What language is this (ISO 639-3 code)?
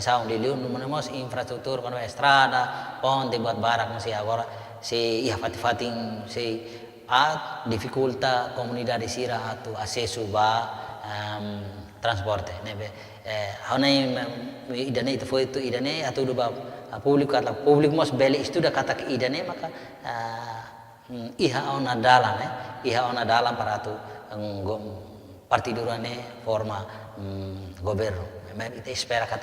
tet